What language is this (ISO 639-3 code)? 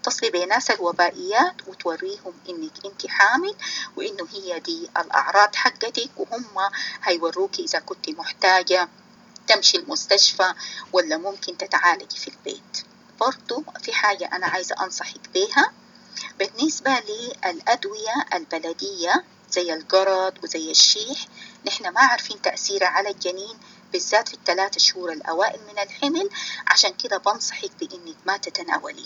apd